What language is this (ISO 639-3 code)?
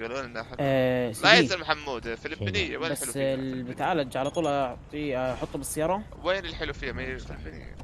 apc